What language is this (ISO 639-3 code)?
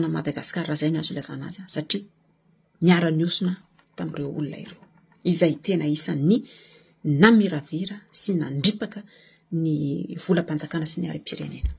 mlg